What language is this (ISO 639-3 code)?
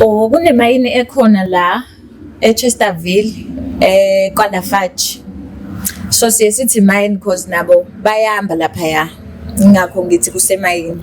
zul